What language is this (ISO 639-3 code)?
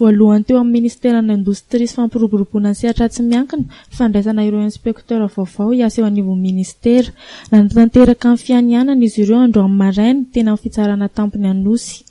mlg